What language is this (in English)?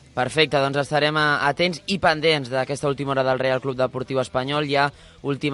Catalan